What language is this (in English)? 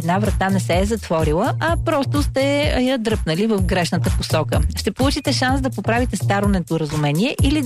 Bulgarian